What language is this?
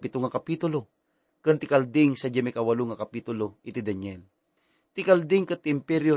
Iloko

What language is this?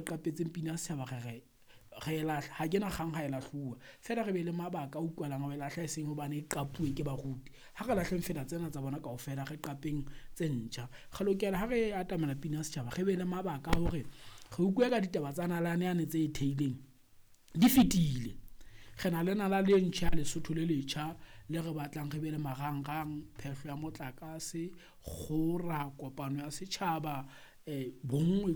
Southern Sotho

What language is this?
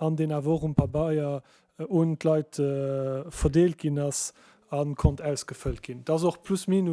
Luxembourgish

